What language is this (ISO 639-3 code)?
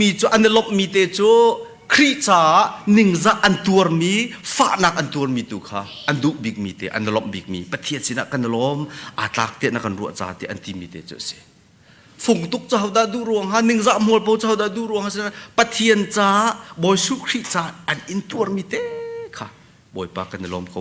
cnh